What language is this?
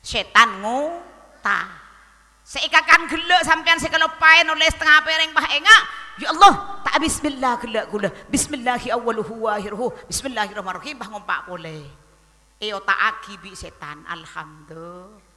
Madurese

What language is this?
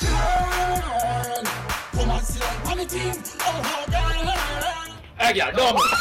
Jamaican Creole English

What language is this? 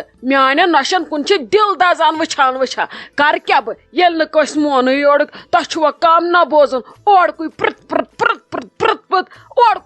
Kashmiri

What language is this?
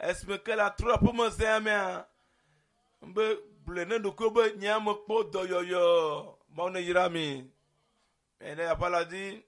Ewe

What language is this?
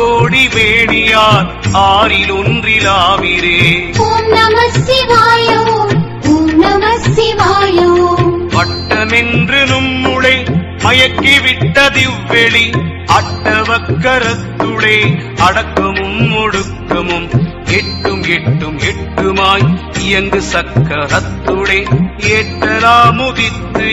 Tamil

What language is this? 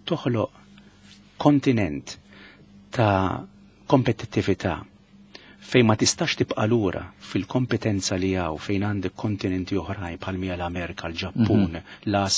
Maltese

